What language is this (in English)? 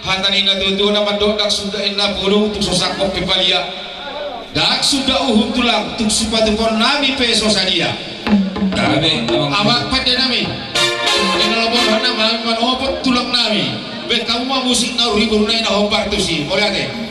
Batak Toba